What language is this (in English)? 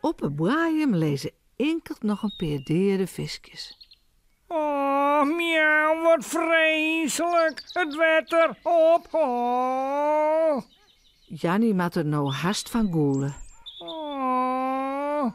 Western Frisian